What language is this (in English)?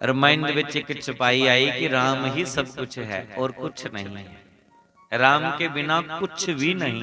Dogri